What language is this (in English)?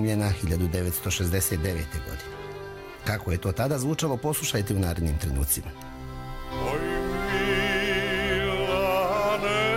Serbian